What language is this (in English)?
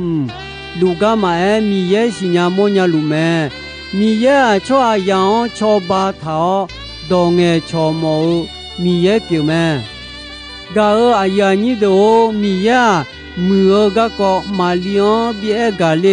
Akha